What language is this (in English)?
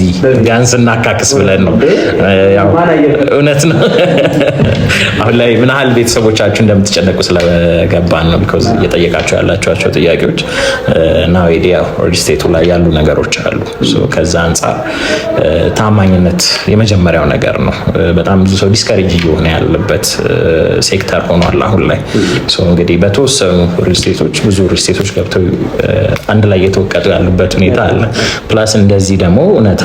Amharic